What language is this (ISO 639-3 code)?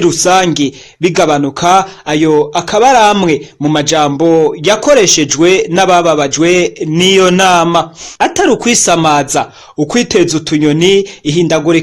run